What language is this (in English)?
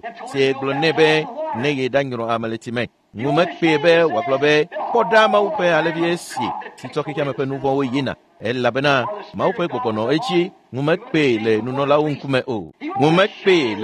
Ewe